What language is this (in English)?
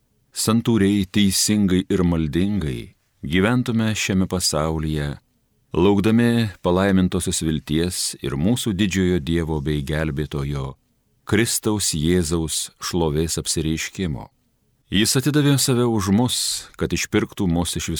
Lithuanian